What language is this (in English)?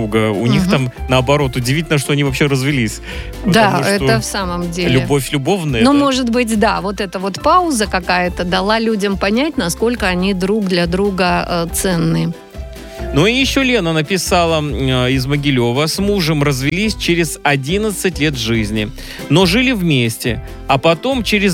Russian